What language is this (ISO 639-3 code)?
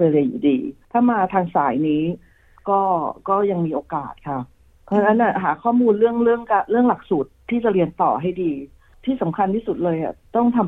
tha